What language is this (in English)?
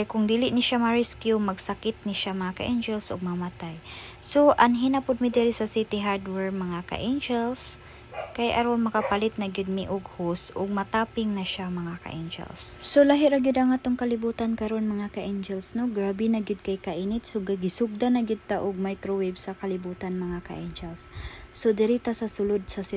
Cebuano